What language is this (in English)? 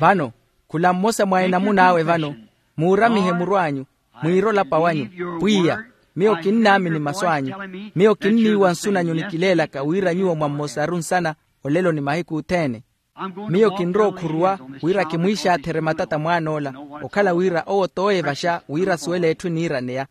Makhuwa